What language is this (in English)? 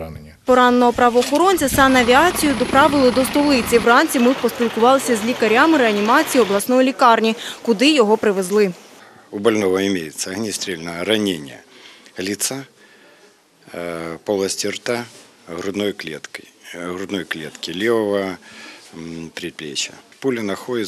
Ukrainian